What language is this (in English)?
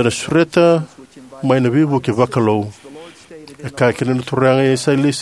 Fijian